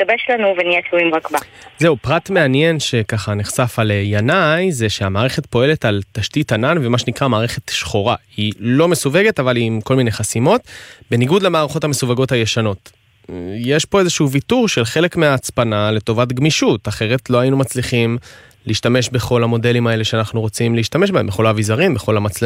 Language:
Hebrew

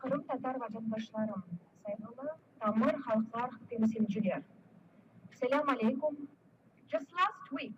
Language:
Crimean Tatar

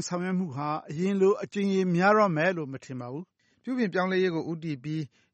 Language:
Burmese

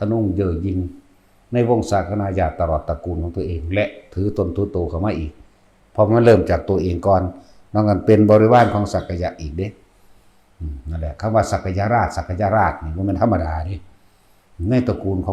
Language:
Northeastern Thai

